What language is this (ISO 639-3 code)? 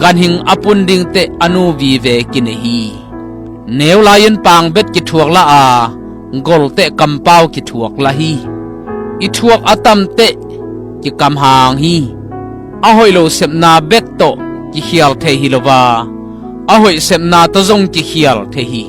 ctd